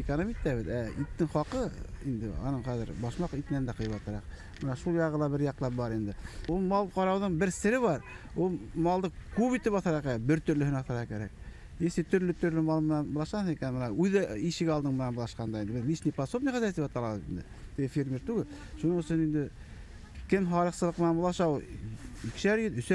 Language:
Bashkir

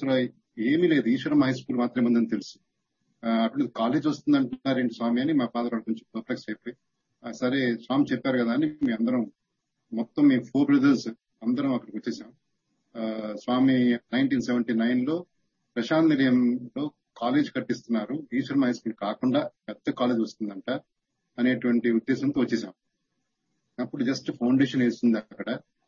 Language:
Telugu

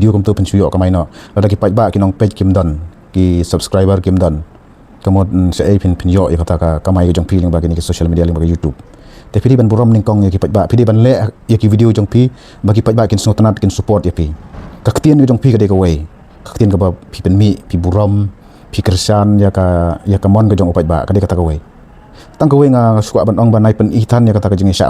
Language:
Khasi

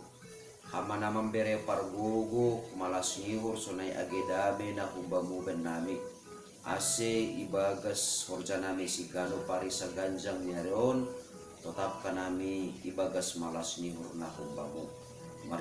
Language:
Batak Simalungun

